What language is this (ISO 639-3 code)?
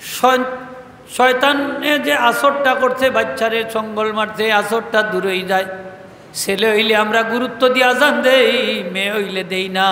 syl